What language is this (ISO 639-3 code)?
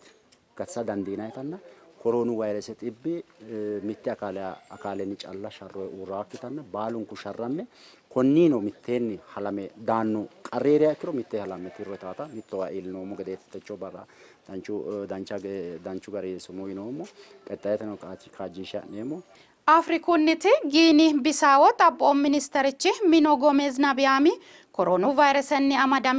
sid